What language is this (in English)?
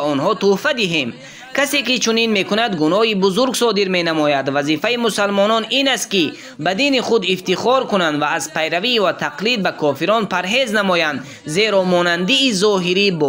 Tajik